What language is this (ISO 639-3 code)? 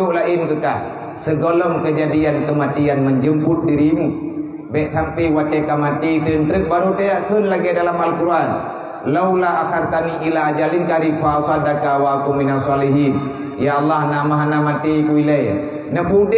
ace